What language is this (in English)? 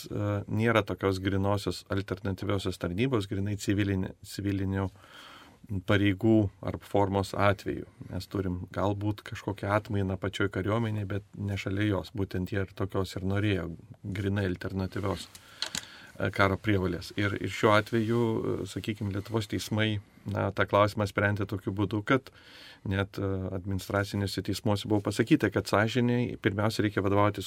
Lithuanian